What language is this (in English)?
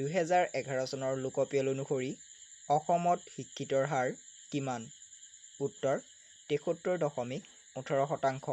Assamese